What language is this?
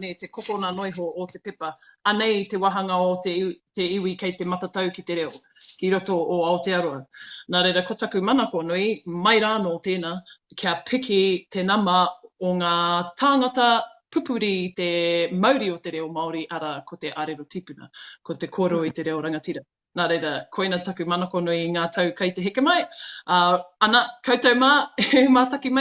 Māori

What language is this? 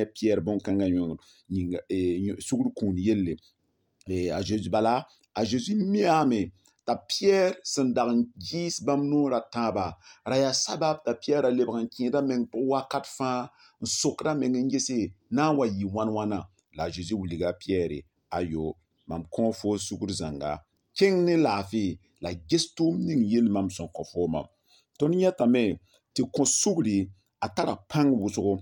Mossi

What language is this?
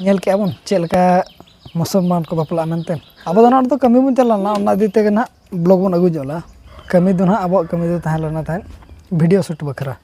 Santali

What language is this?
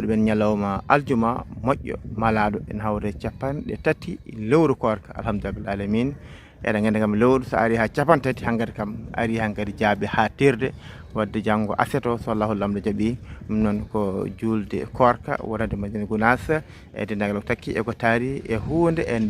Fula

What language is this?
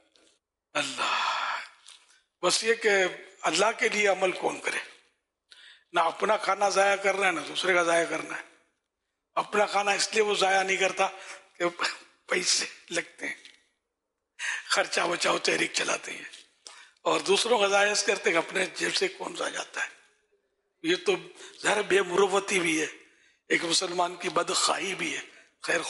Urdu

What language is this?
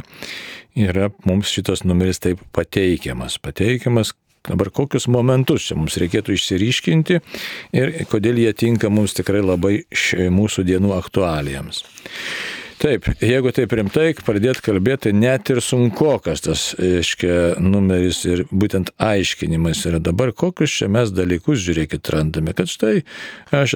Lithuanian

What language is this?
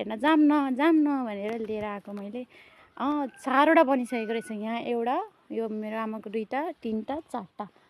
Nepali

